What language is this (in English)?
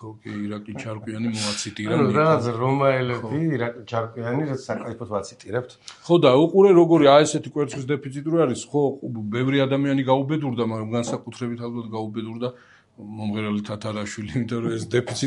Georgian